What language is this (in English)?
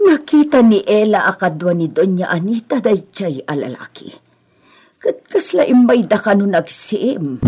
Iloko